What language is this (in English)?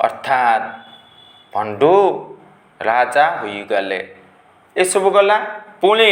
Odia